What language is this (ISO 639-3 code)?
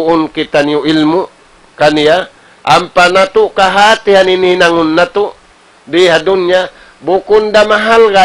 tsg